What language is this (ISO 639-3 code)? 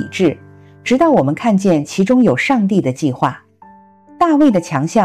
zho